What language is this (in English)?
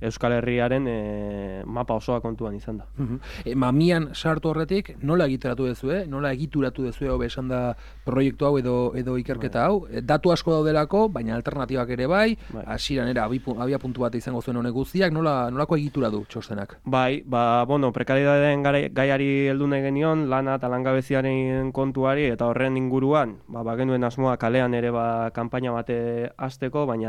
Basque